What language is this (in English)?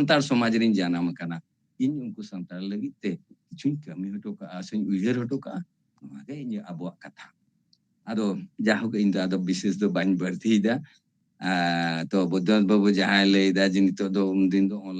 Santali